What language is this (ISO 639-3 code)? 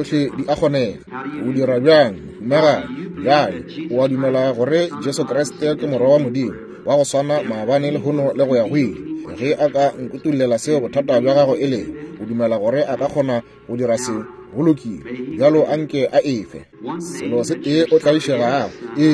nso